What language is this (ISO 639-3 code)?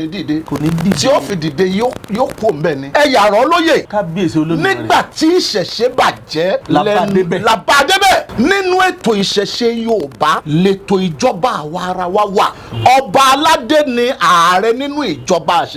yor